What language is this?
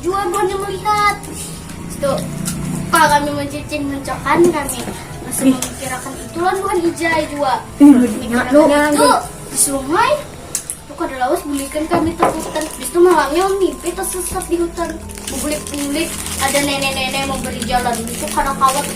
Banjar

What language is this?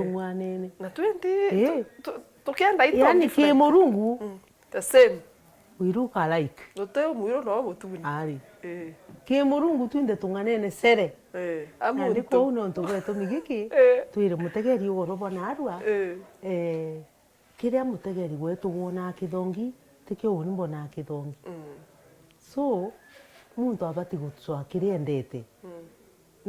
Meru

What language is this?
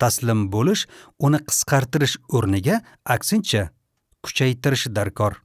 Uzbek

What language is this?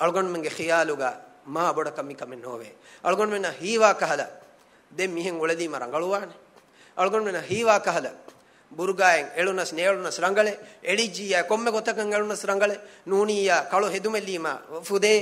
Divehi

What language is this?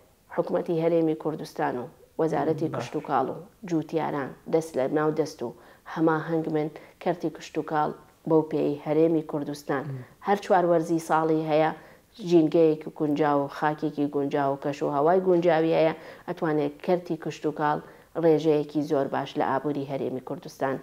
Central Kurdish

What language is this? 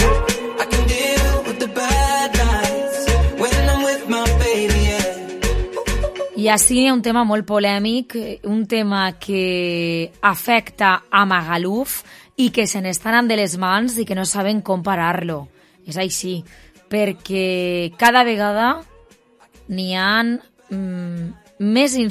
Catalan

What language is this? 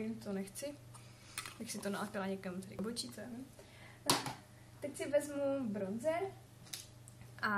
Czech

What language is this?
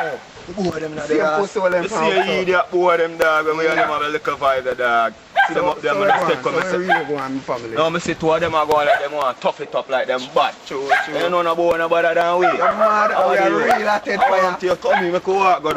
Jamaican Creole English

